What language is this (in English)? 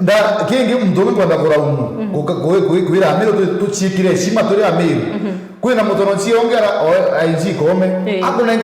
Meru